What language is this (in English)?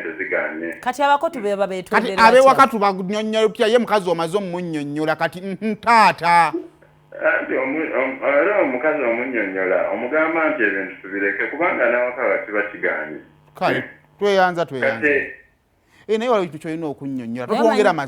Ganda